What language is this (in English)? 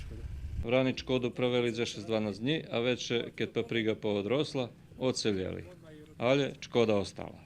Rusyn